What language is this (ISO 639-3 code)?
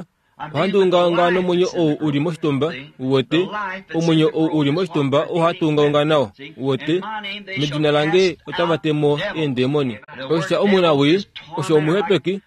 kua